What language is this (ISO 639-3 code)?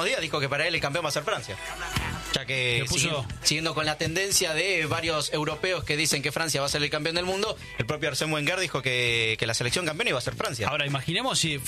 spa